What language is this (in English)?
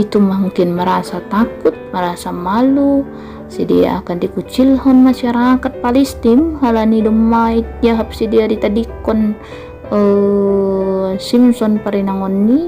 Batak Simalungun